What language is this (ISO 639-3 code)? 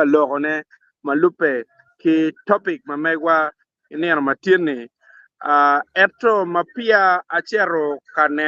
ach